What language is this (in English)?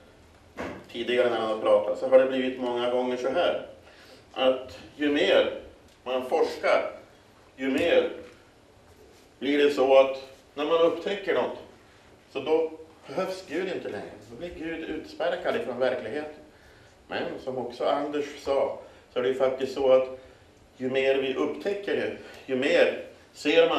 Swedish